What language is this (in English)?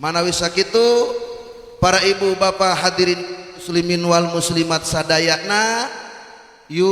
Sundanese